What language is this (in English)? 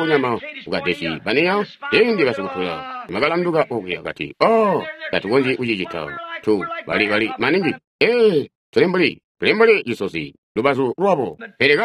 Tonga (Zambia)